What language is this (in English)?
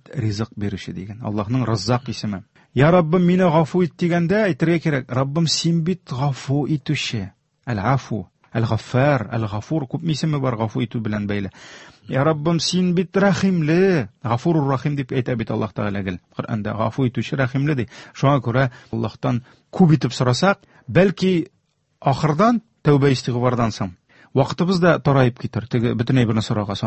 Tatar